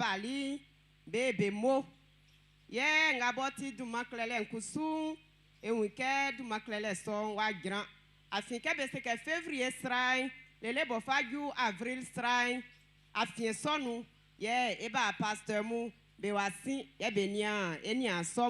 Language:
Baoulé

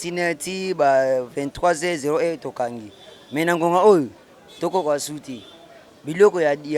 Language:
Lingala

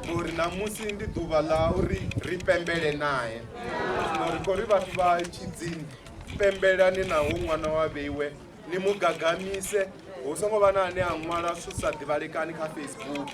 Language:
Venda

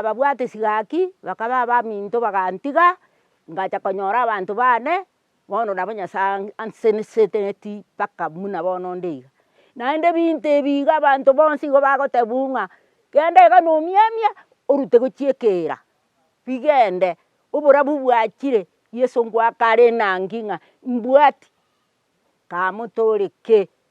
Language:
Gusii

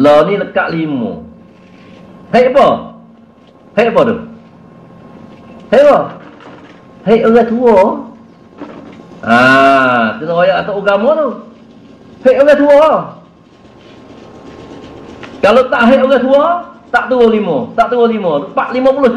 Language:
Malay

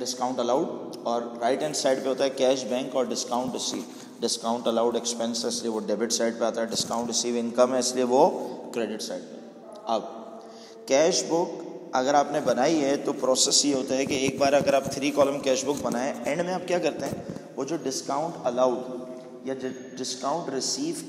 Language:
Hindi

